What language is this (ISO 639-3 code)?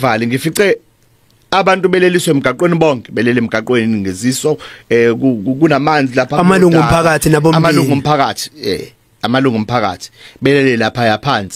zul